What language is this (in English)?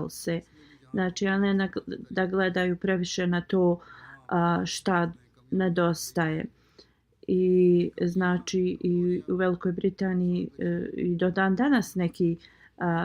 Bosnian